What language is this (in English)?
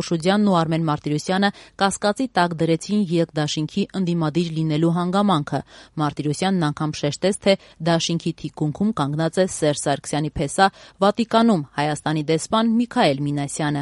Armenian